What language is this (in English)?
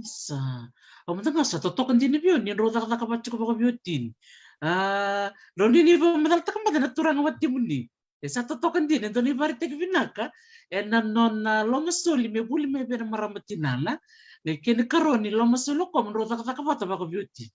Fijian